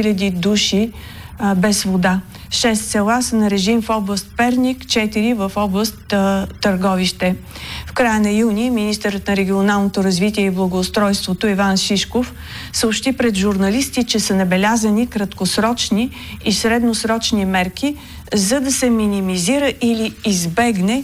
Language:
Bulgarian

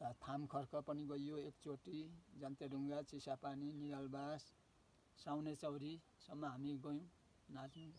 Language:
Nepali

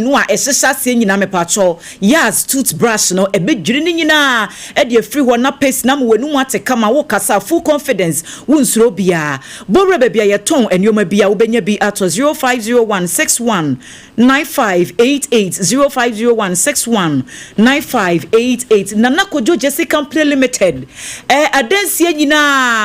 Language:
Akan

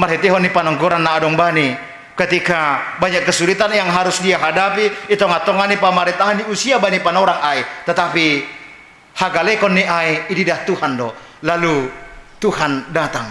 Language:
Batak Simalungun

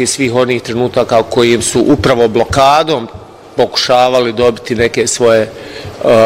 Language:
Bosnian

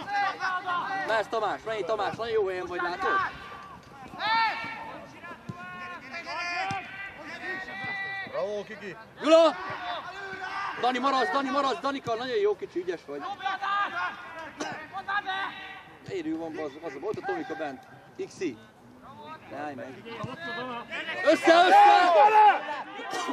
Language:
Hungarian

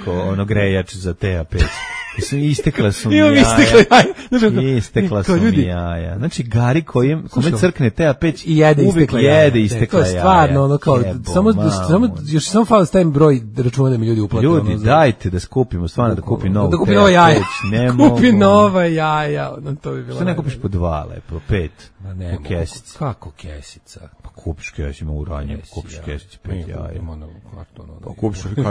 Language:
Serbian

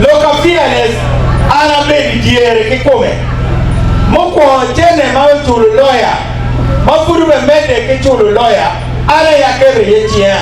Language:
Acoli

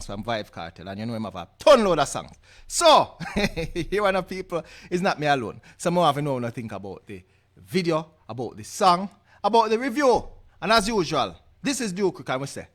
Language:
Jamaican Creole English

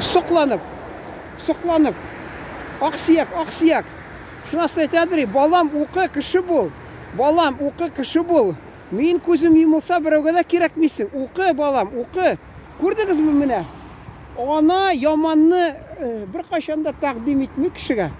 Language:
Tatar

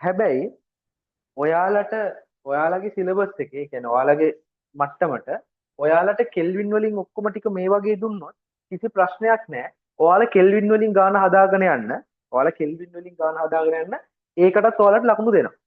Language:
Sinhala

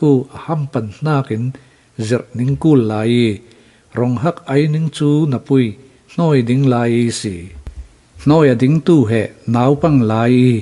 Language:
Falam Chin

